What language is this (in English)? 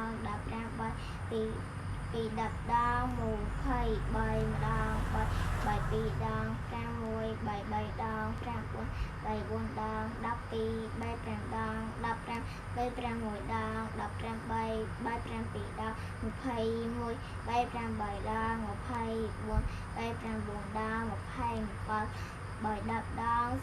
Khmer